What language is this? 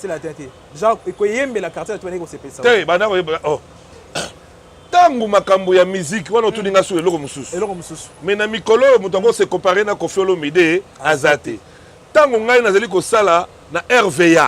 Lingala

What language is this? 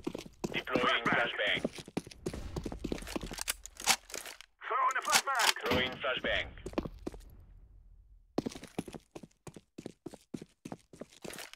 English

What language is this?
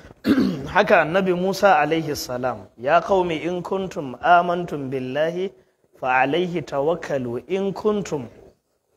Hausa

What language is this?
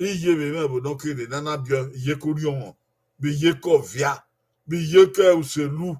Bini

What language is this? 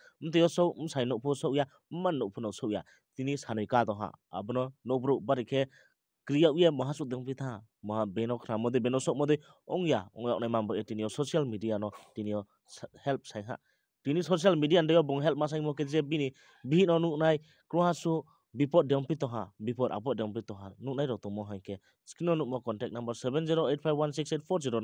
Riang (India)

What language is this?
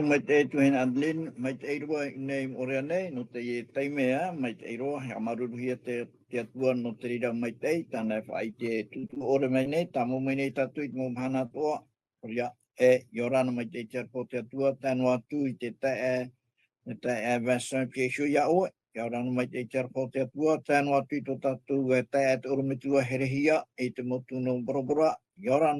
Tahitian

